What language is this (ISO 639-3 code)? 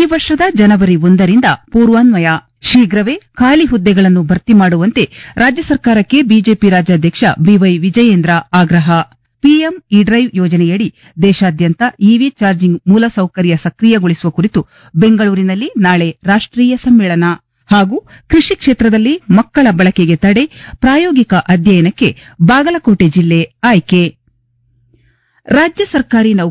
kan